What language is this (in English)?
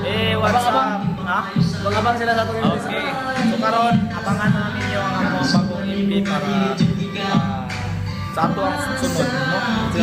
Cebuano